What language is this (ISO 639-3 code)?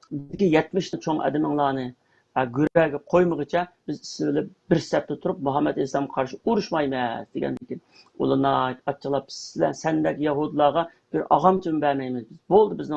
uig